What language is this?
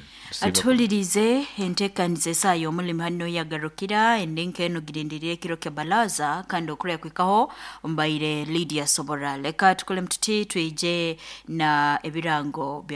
Nyoro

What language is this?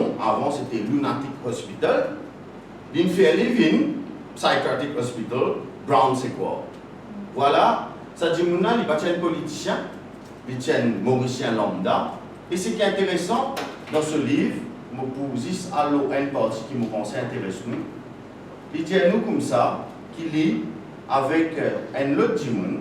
Morisyen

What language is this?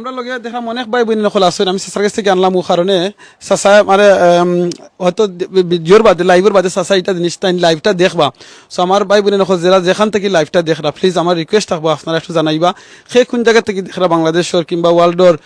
Sylheti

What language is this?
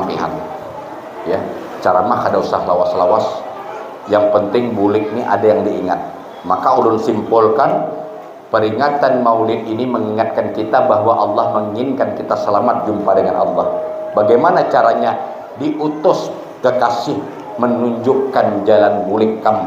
Banjar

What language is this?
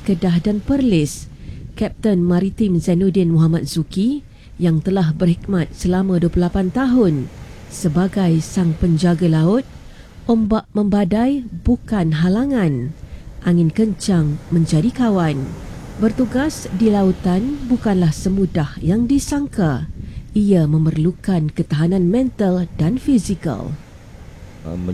Malay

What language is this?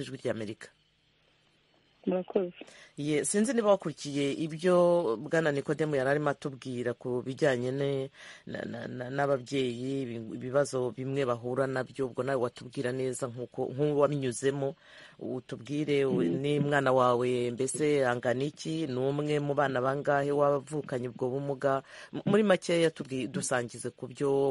Kinyarwanda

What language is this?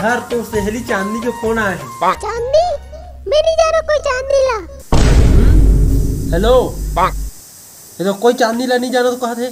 Chhattisgarhi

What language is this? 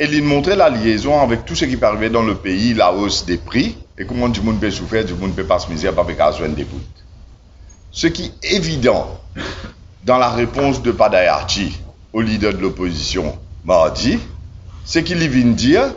Morisyen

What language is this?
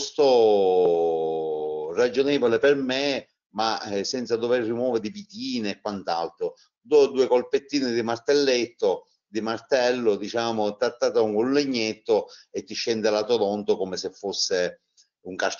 Italian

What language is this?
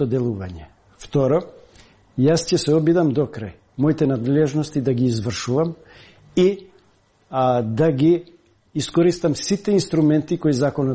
Macedonian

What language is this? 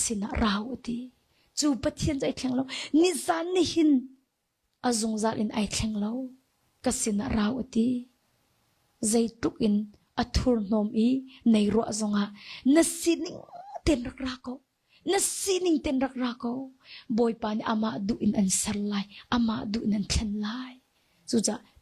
Hakha Chin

